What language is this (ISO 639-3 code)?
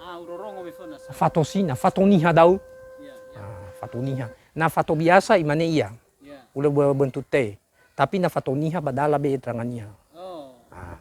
nia